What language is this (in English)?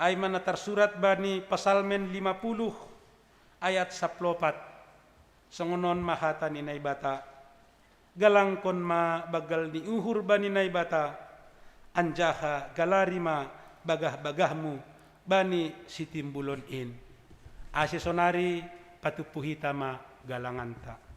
Batak Simalungun